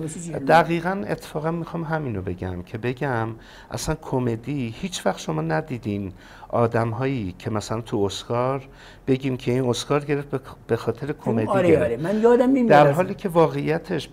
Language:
Persian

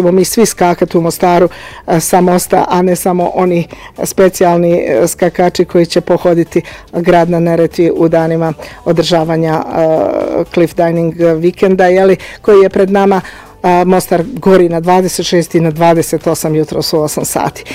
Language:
Bosnian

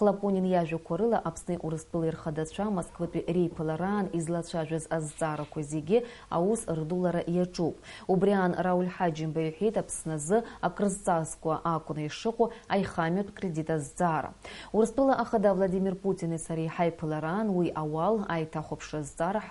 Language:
Abkhazian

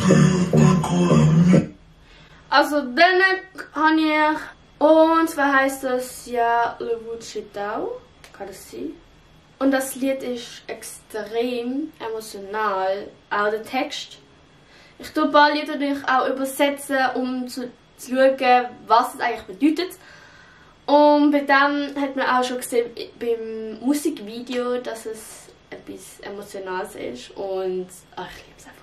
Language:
Swiss German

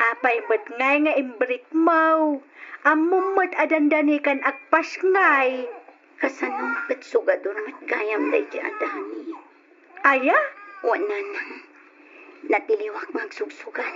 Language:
Iloko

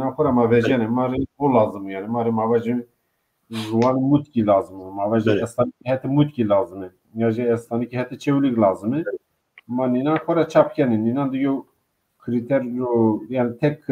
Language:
Zaza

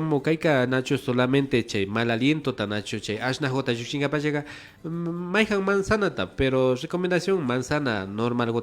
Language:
Imbabura Highland Quichua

